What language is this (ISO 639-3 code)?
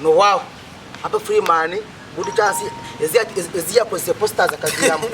nyn